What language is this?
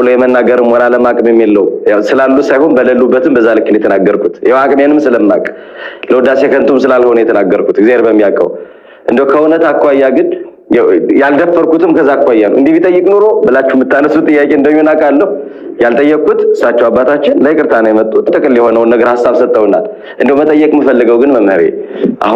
Amharic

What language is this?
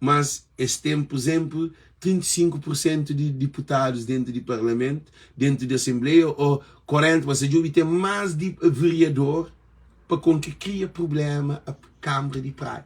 Kabuverdianu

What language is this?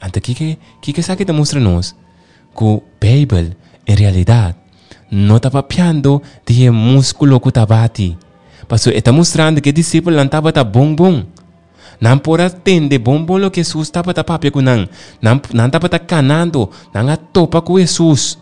Papiamento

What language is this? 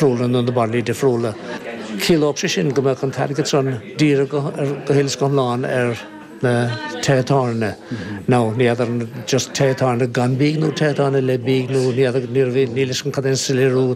Irish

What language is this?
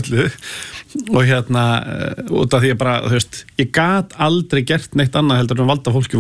Icelandic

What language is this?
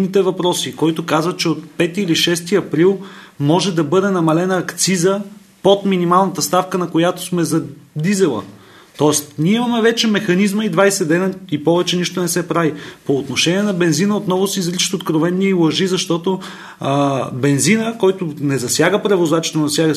Bulgarian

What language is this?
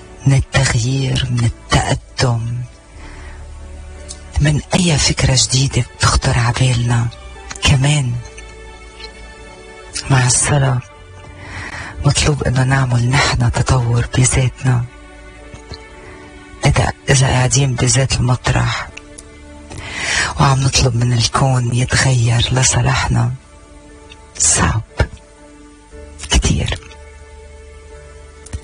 North Levantine Arabic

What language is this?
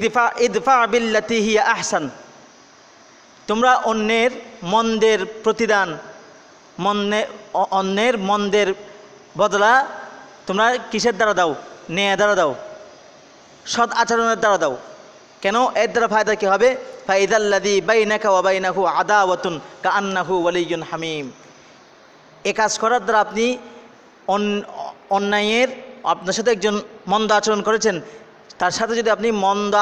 Bangla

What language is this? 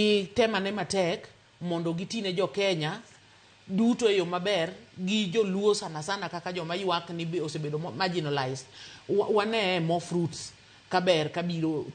Luo (Kenya and Tanzania)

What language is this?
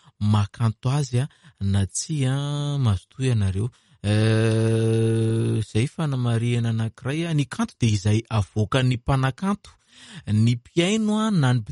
Malagasy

